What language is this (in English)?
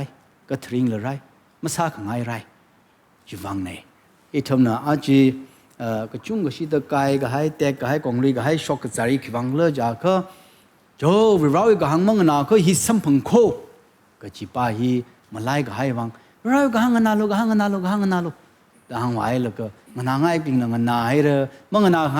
Tangkhul Naga (India)